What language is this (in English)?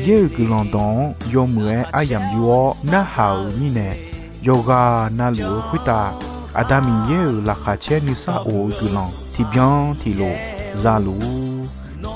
Akha